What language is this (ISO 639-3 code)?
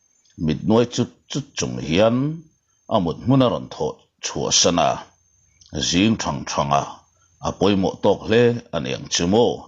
lus